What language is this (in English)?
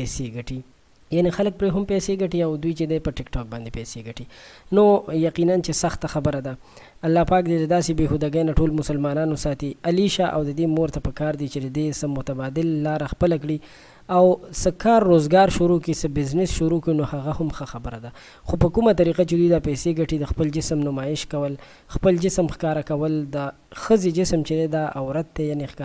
Pashto